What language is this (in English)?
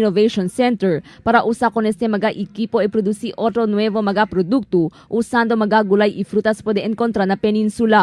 Chavacano